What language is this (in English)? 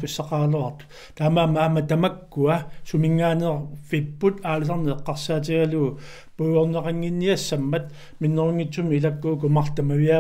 Kalaallisut